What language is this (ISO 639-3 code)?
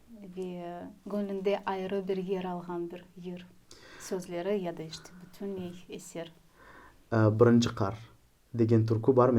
crh